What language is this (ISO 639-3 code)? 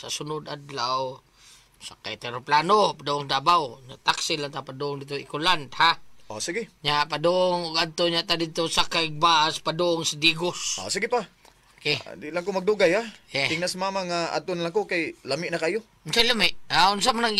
ceb